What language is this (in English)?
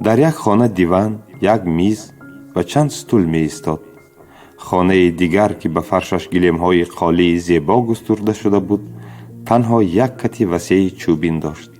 Tajik